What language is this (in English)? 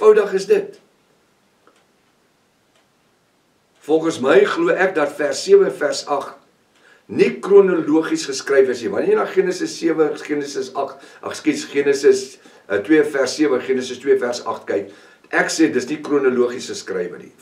Afrikaans